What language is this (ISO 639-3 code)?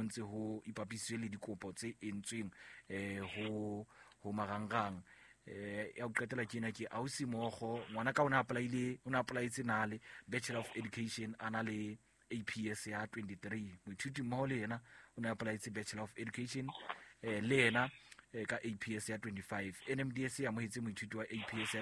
sot